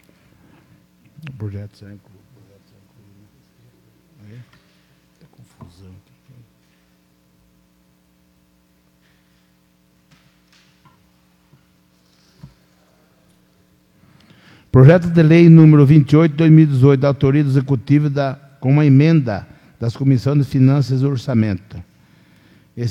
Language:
Portuguese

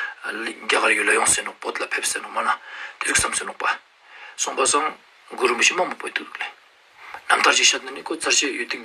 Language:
Ladakhi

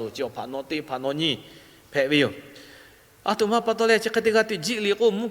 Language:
Lahu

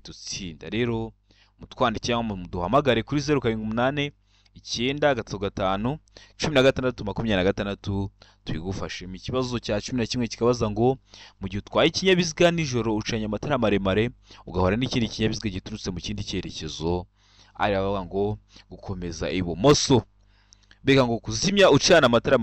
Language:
Kinyarwanda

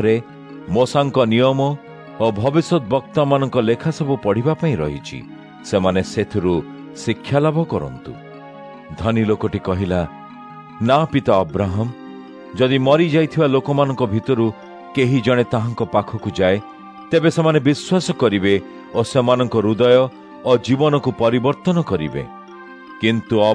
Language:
Odia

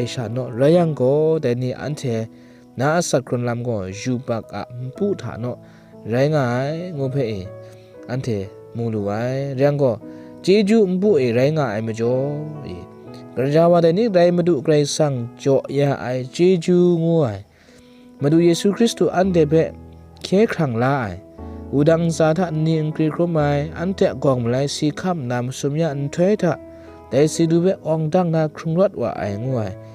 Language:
Kachin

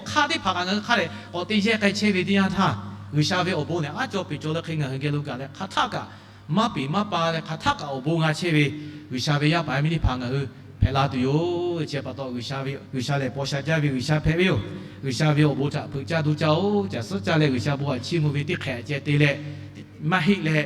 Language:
Lahu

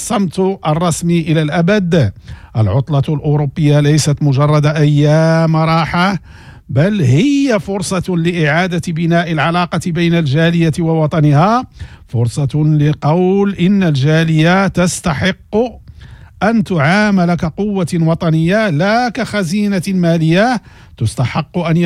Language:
Moroccan Arabic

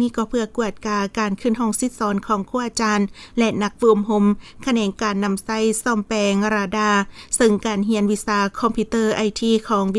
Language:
Lao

